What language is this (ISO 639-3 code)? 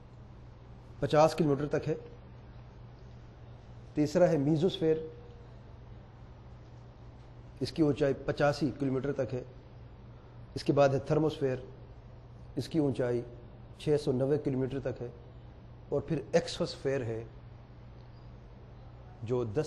urd